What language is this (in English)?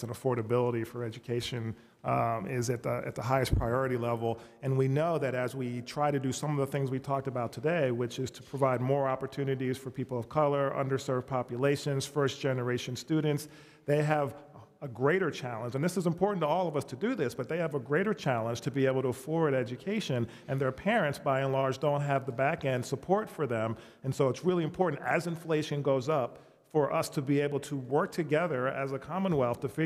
English